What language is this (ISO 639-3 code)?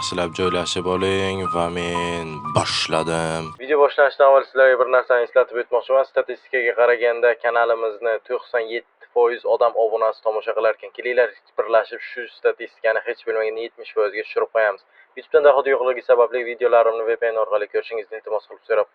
uzb